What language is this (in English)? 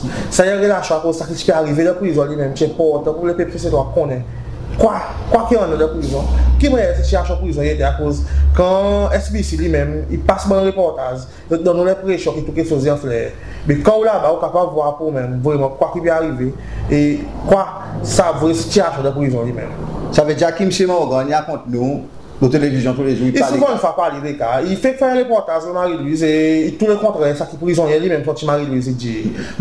Seselwa Creole French